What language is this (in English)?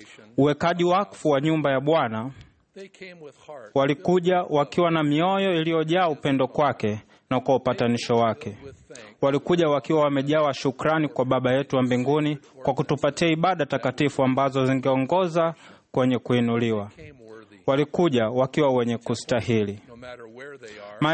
Swahili